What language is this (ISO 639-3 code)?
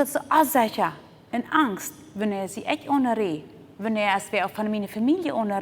pdt